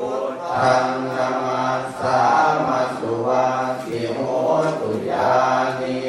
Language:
Pali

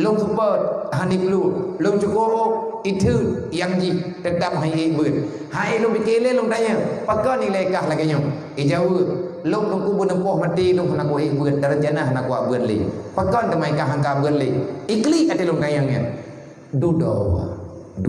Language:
Achinese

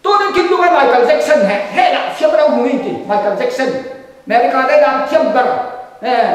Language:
Falam Chin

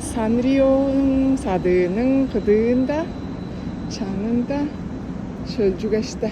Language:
Tuvinian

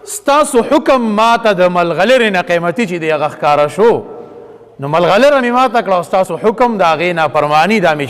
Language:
Pashto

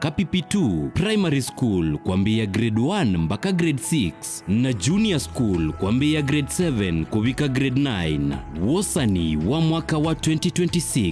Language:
Kamba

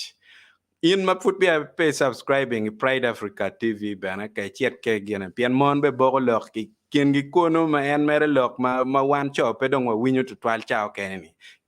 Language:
Acoli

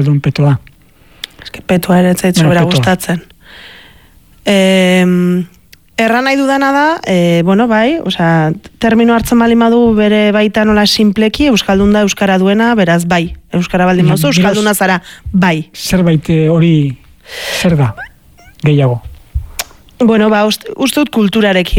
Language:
Basque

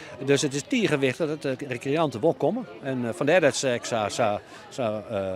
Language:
Western Frisian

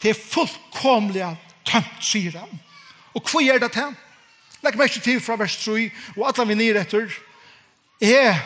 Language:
Faroese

